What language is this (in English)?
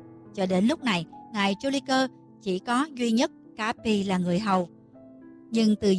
Vietnamese